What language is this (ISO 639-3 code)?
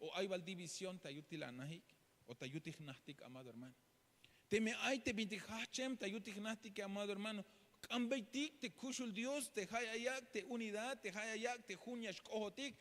tzh